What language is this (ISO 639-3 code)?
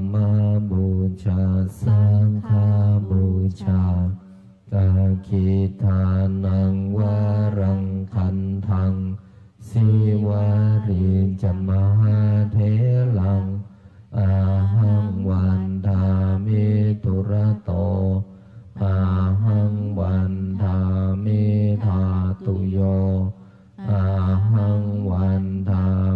pli